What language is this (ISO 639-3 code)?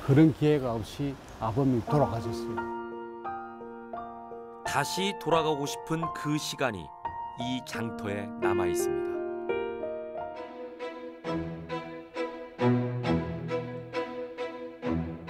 kor